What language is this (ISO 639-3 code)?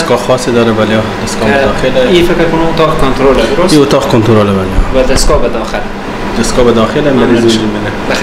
fas